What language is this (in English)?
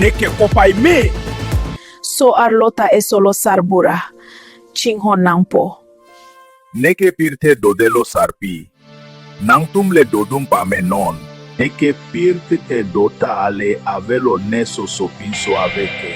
Karbi